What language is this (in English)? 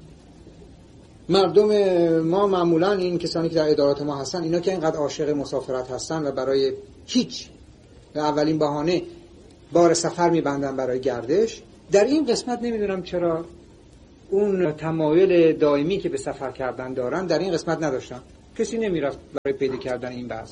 Persian